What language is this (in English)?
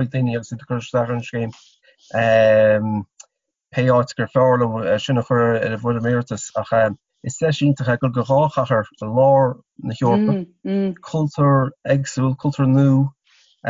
Irish